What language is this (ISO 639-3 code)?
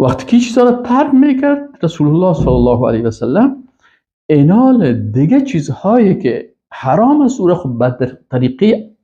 fas